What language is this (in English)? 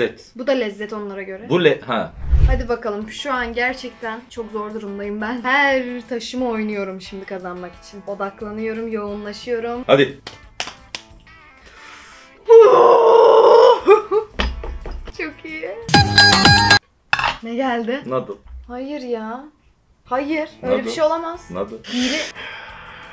Turkish